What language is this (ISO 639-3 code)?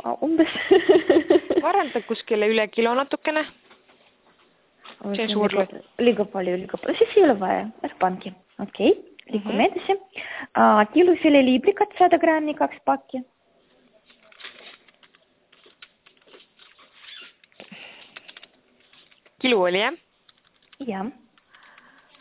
est